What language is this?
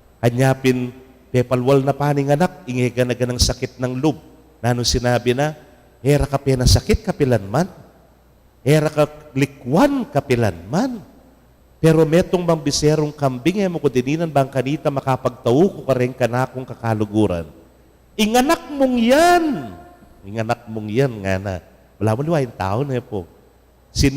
Pampanga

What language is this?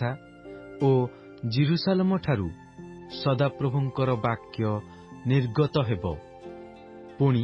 Odia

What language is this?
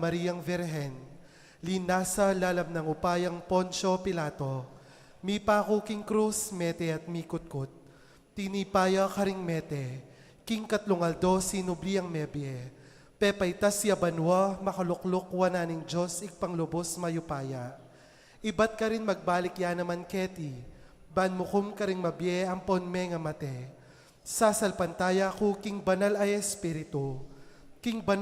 Pampanga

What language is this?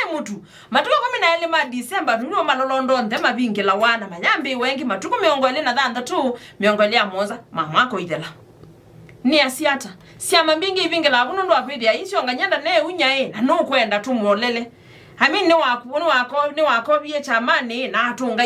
Kamba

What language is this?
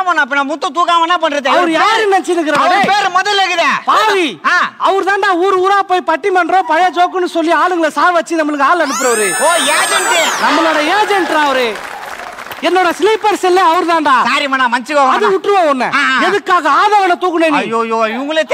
Tamil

